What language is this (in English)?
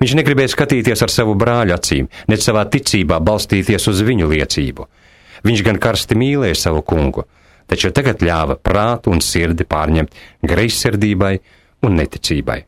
Latvian